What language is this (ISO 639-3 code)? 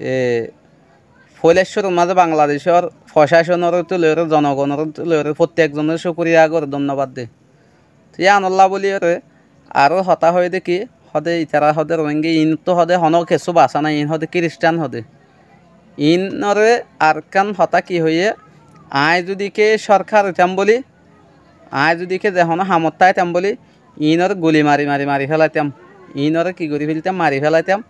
rhg